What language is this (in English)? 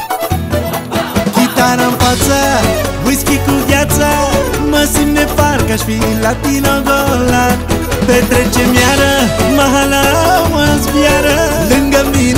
Romanian